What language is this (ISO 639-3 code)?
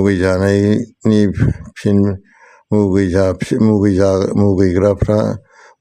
brx